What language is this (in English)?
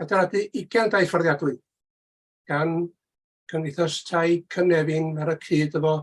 Welsh